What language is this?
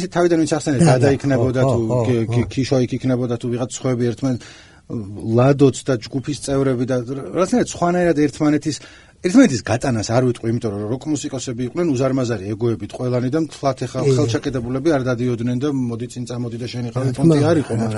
Georgian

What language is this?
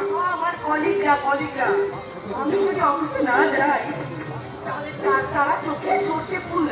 Bangla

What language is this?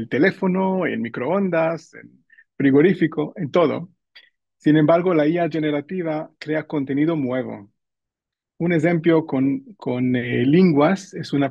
Ladino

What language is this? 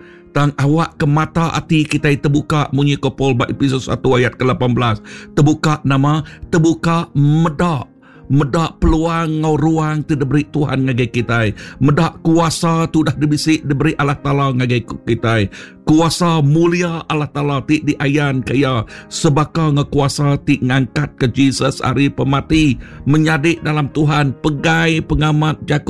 Iban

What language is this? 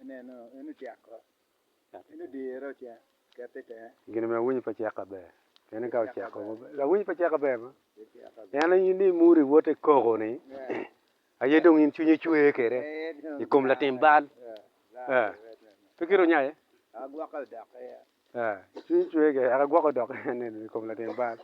Acoli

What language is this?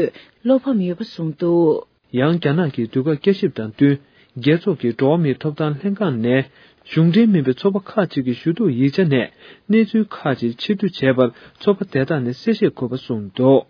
Tibetan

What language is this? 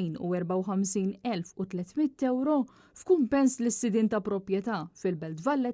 Maltese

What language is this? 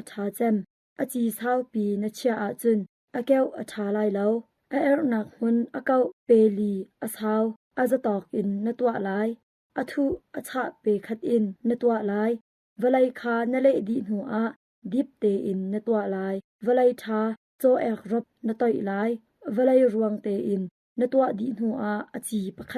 Hakha Chin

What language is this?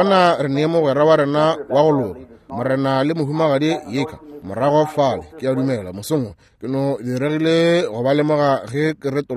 Northern Sotho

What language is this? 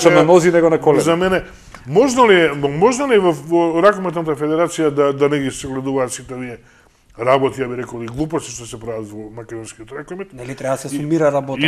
Macedonian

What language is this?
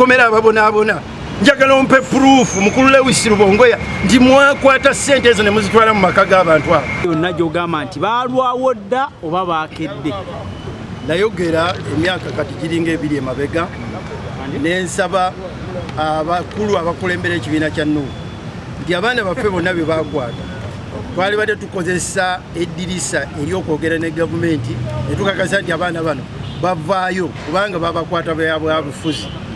Ganda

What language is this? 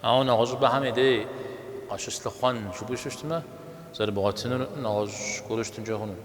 Kabardian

